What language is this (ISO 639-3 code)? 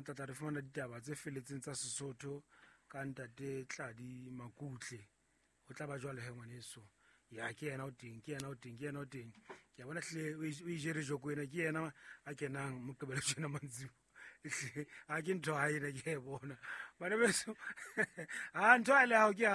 sot